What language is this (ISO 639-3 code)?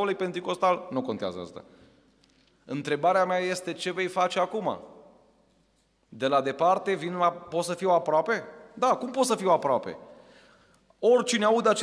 ron